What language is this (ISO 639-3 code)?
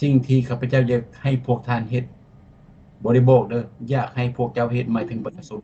lao